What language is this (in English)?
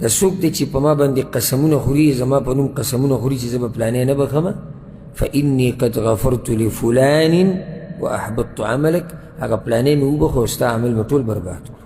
Pashto